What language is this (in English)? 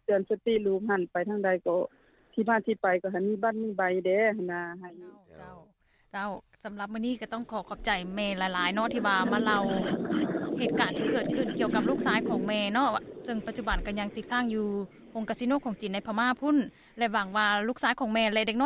Lao